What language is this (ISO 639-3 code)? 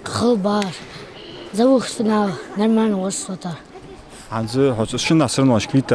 inh